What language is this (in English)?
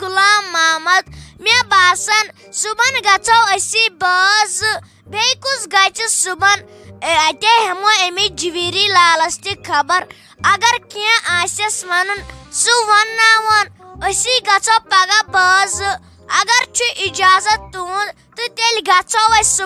Kashmiri